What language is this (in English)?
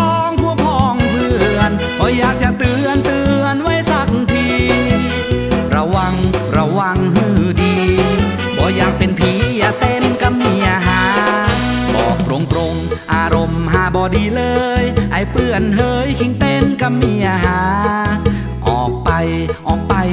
Northern Thai